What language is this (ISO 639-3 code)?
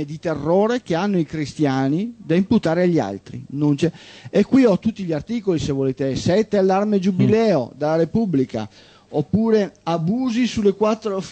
ita